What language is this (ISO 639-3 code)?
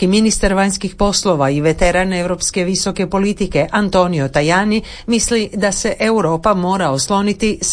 hrv